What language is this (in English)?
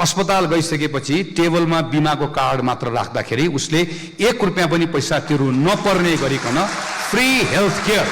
Nepali